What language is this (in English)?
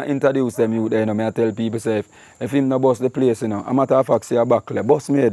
Jamaican Creole English